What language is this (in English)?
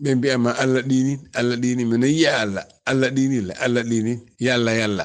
Fula